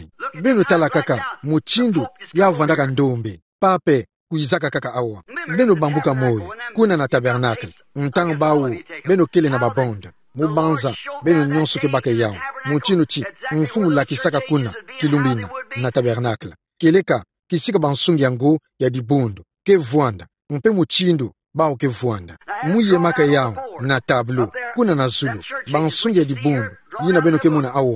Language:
Kituba (Democratic Republic of Congo)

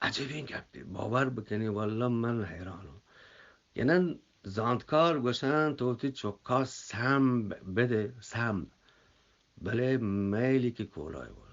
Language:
Eastern Balochi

